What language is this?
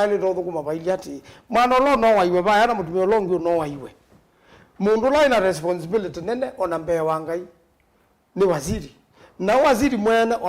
Kamba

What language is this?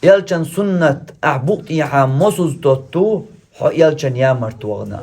Chechen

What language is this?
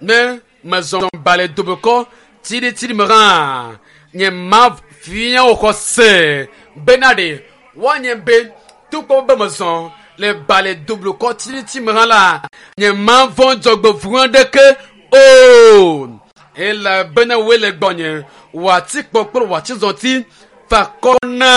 Ewe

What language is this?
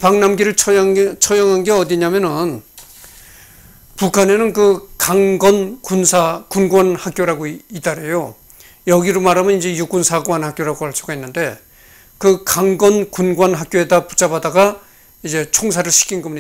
Korean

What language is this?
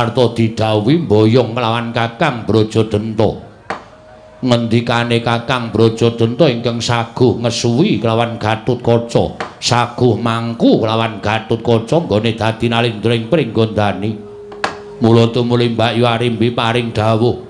Javanese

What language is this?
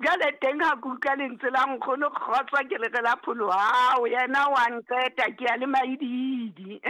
Southern Sotho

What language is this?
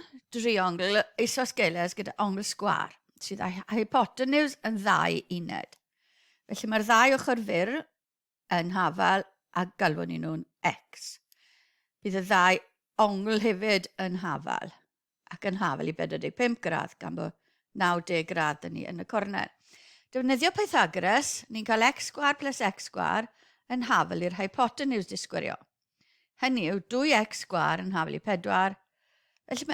Welsh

